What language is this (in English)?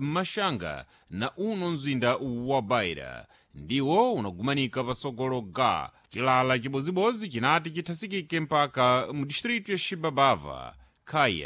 Sena